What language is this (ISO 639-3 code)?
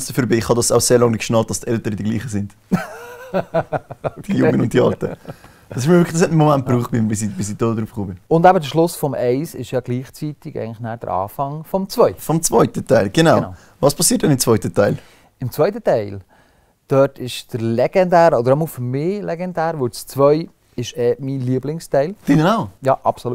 gsw